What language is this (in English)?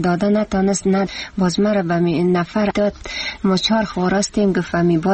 Persian